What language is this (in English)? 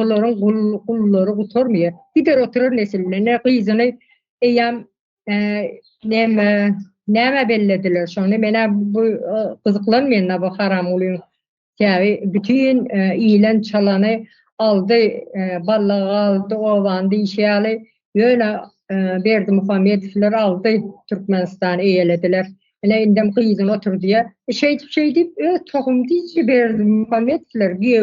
Turkmen